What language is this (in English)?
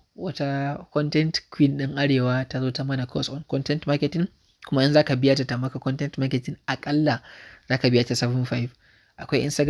Hausa